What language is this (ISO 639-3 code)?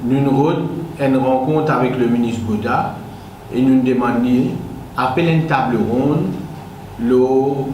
mfe